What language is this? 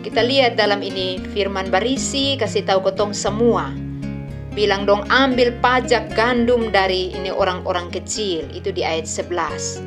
Kupang Malay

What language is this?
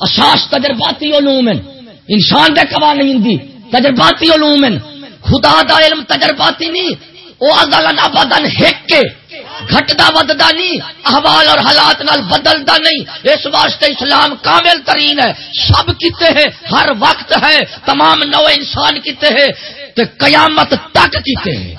Saraiki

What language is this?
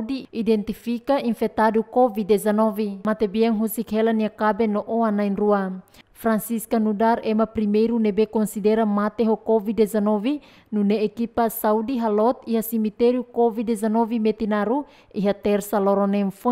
Tetum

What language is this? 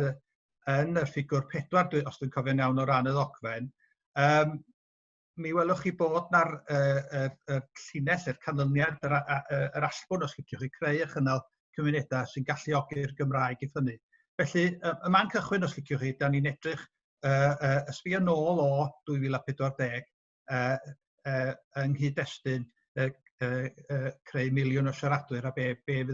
Welsh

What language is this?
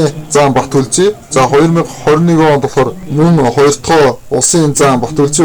Mongolian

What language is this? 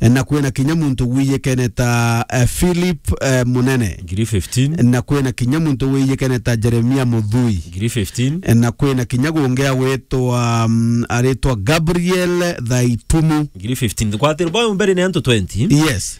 Meru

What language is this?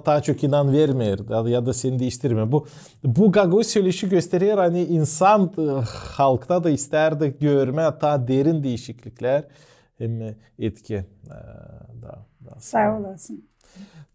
Gagauz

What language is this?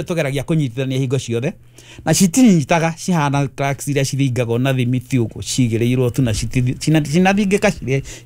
Kikuyu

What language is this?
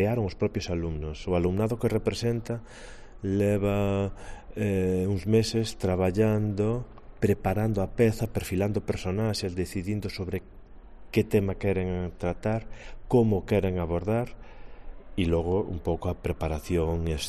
Galician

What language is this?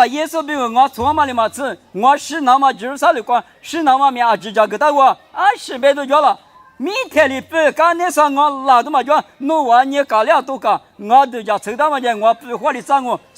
Lisu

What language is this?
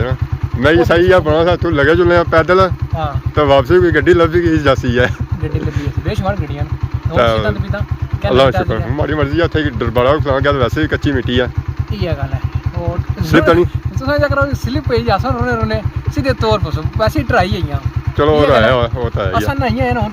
Pahari-Potwari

